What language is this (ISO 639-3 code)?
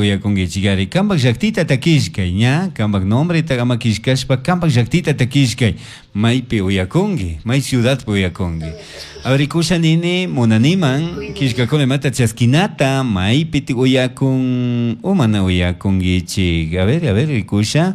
qug